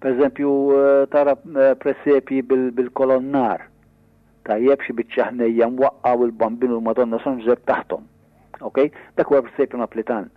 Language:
Maltese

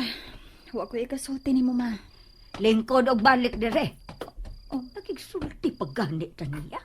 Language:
Cebuano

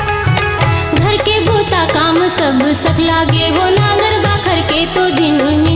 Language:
Chhattisgarhi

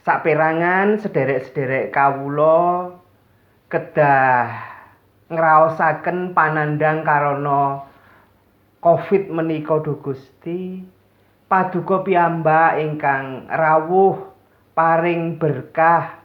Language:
Javanese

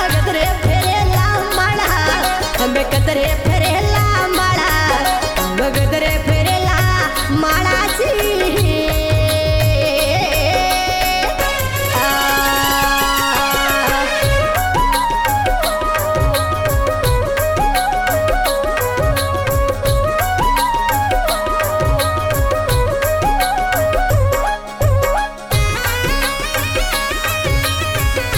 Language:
Bhojpuri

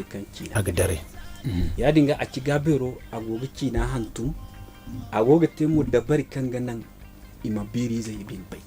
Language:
Zarma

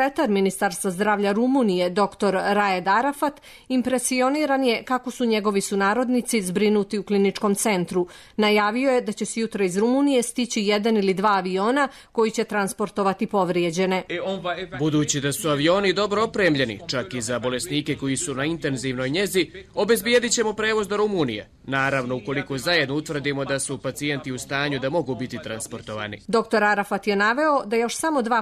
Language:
Serbian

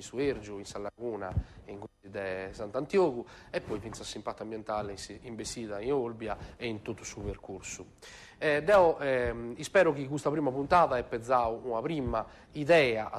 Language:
Sardinian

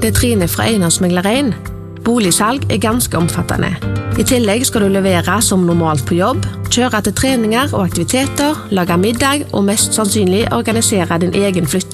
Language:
Norwegian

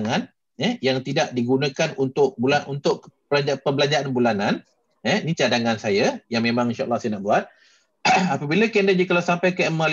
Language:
Malay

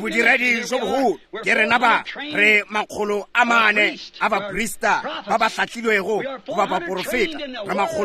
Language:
Northern Sotho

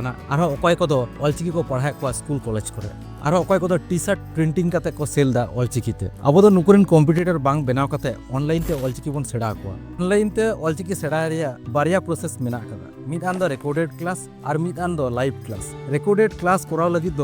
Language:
Santali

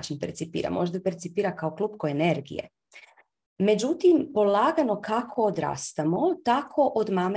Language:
Croatian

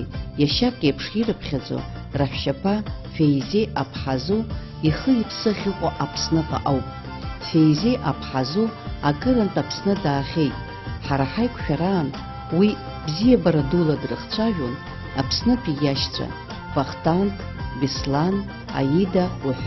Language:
Abkhazian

